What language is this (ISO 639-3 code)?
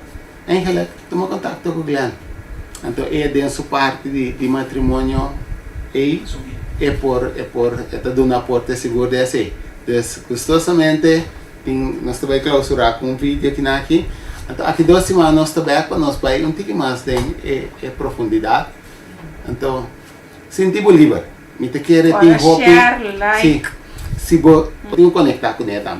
pap